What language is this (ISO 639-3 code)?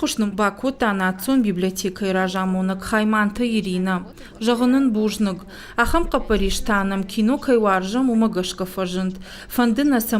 oss